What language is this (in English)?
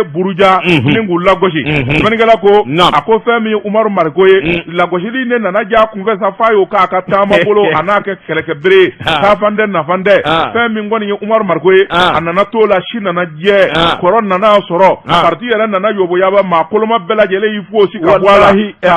Bambara